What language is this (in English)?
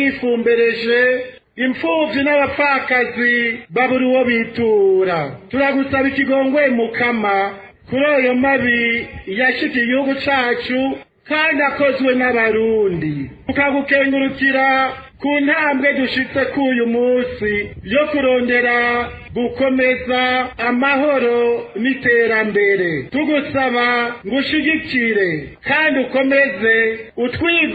Rundi